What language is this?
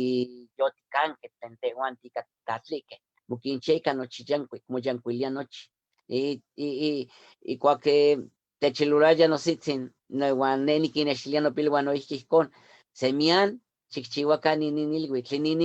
Eastern Huasteca Nahuatl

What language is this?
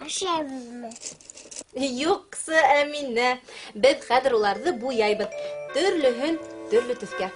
Bashkir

